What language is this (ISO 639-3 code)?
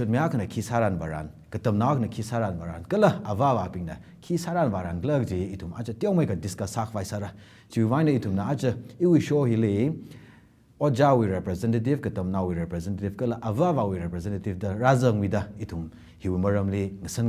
nmf